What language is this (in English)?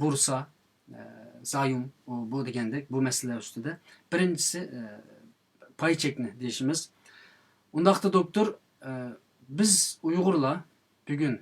Uyghur